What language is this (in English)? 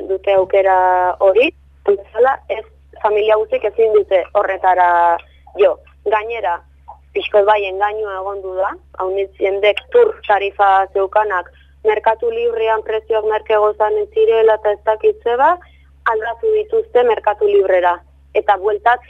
Basque